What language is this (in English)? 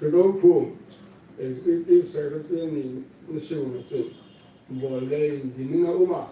Hmar